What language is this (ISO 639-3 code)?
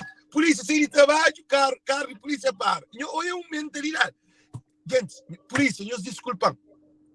kea